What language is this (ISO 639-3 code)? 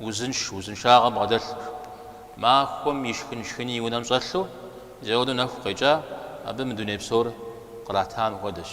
kbd